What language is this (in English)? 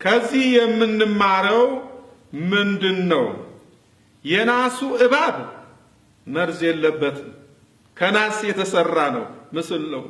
Amharic